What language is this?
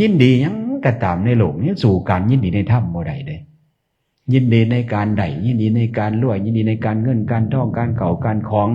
Northeastern Thai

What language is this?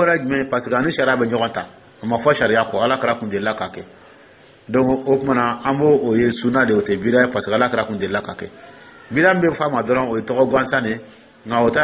Dyula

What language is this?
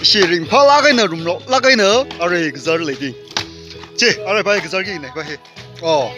Tangkhul Naga (India)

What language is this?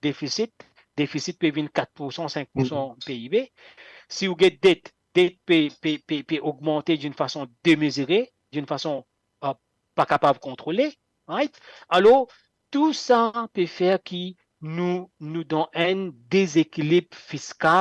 Morisyen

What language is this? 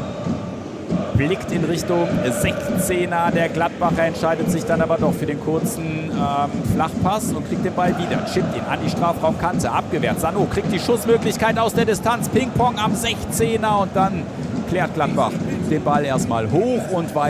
German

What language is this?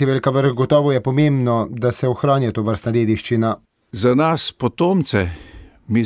Slovenian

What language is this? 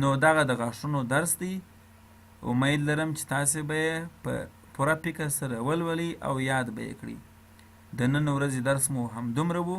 Pashto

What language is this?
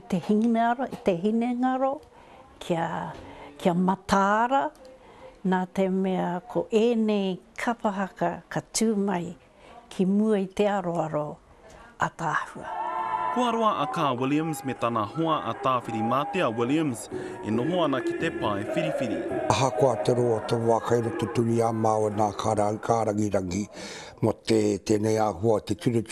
Māori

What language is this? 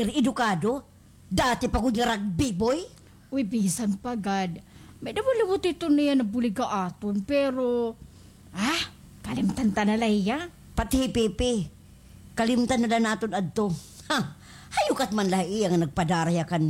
Waray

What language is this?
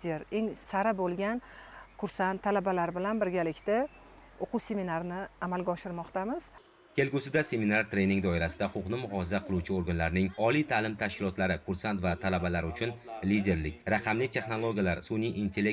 Uzbek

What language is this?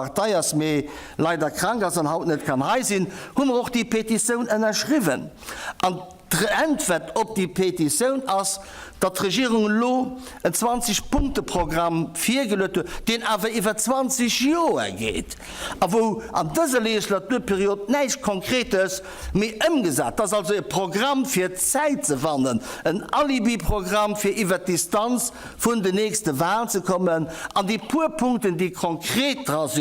Luxembourgish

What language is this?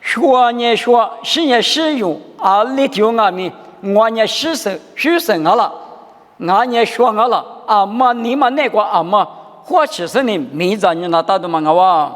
Lisu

